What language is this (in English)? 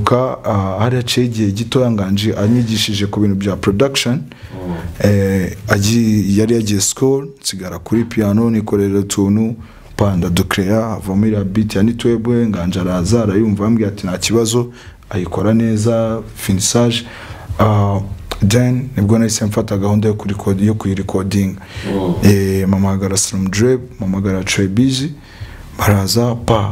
Kinyarwanda